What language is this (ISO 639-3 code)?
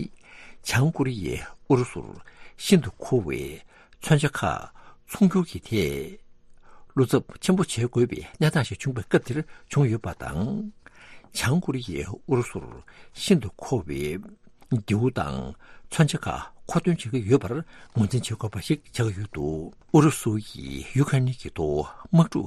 bod